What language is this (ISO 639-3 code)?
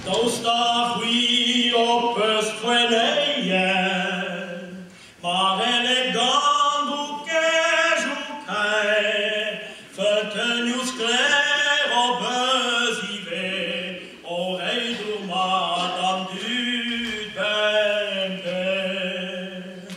bre